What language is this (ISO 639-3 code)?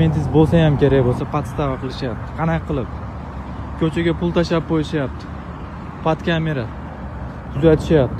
uzb